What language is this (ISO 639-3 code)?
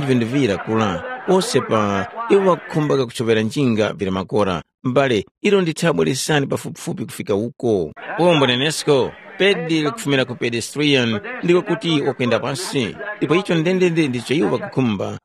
tum